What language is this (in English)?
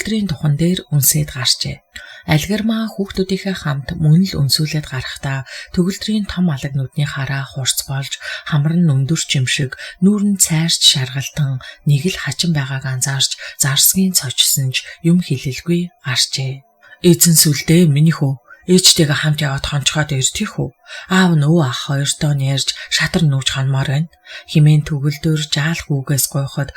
Mongolian